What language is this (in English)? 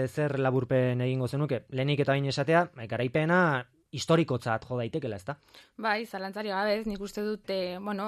Basque